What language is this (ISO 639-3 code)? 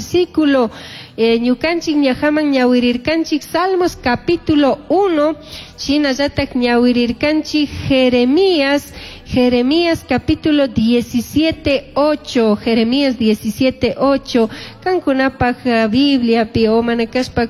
qug